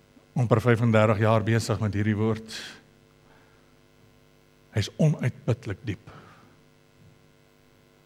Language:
Afrikaans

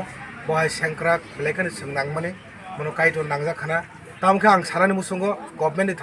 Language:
Kok Borok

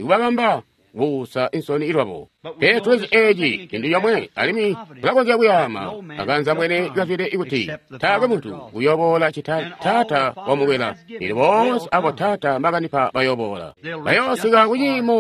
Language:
Tonga (Zambia)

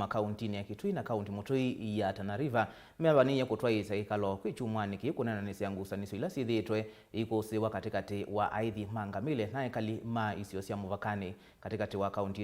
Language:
Kamba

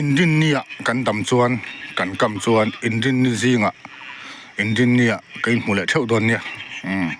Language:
Mizo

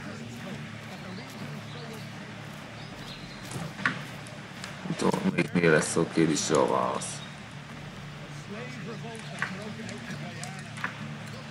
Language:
Hungarian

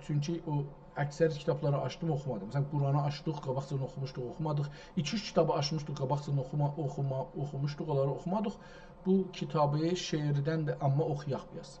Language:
South Azerbaijani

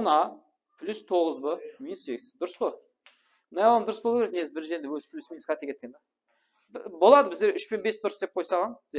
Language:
Kara-Kalpak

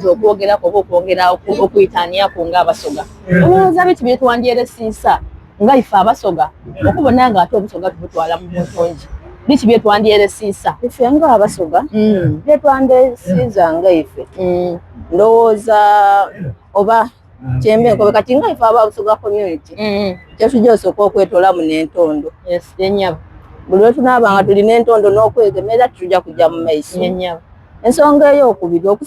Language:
Soga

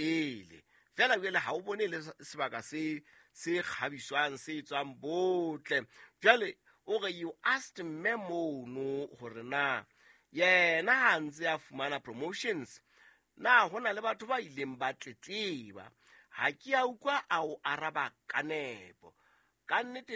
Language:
Southern Sotho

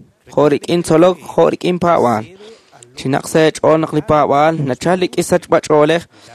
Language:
Kekchí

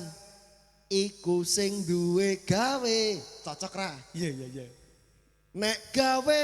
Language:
Javanese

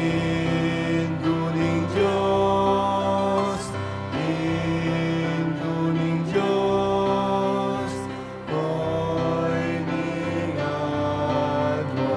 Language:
Pampanga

